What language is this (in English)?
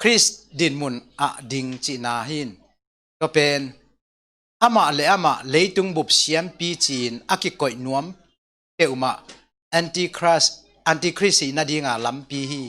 Tedim Chin